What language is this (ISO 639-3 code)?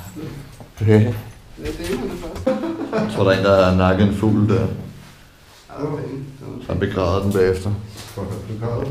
dan